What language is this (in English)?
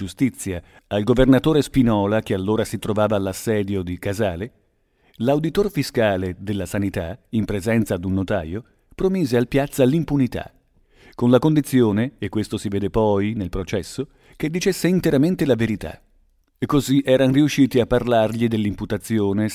Italian